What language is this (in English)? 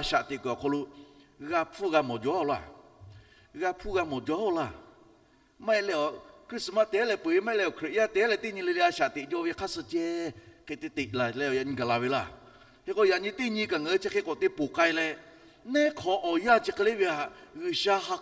Lahu